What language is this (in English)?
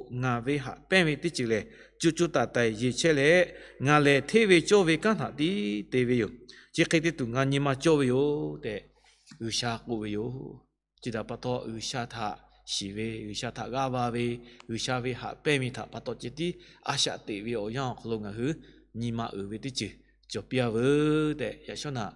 Lahu